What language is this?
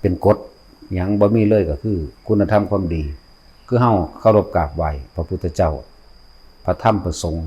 Northeastern Thai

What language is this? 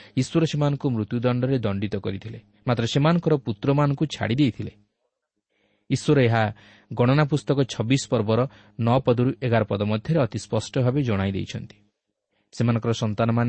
Odia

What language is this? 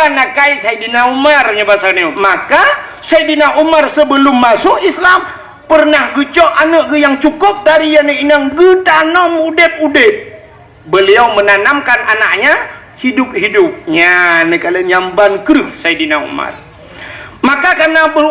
Achinese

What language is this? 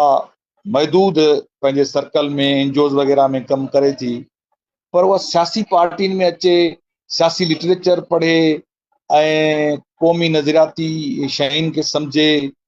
Sindhi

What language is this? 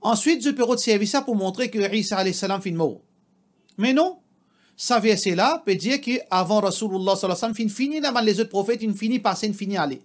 Morisyen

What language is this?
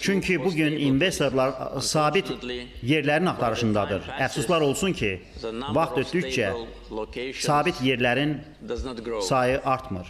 Azerbaijani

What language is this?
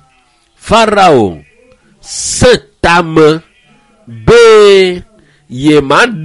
Ewe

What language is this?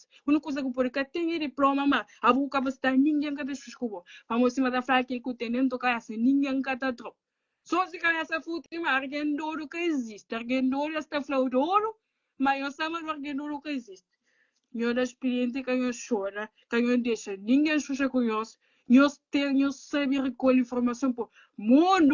Kabuverdianu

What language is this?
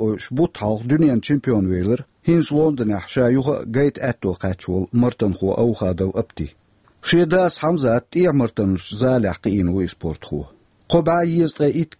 Chechen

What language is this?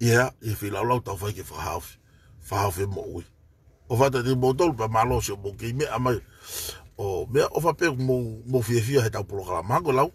Tongan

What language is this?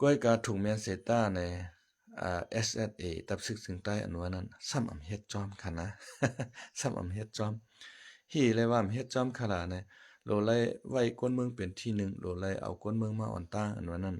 Shan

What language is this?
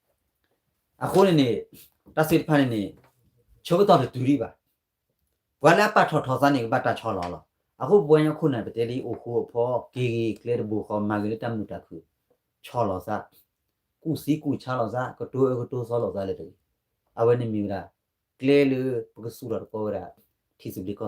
S'gaw Karen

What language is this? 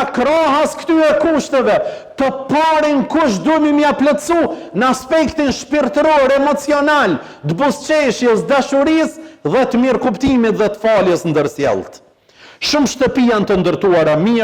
Albanian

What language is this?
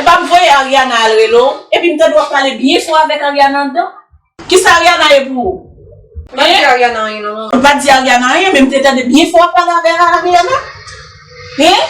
Haitian Creole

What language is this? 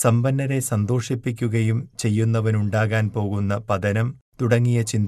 Malayalam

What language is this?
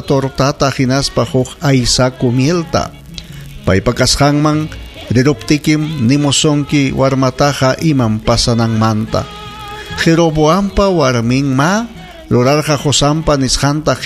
Ayacucho Quechua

